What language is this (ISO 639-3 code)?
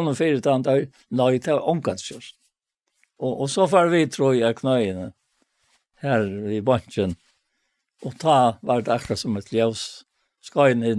fao